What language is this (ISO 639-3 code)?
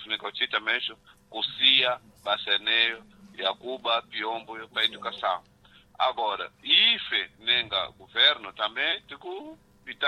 seh